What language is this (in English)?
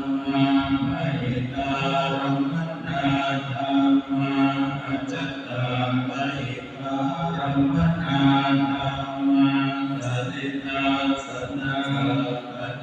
Pali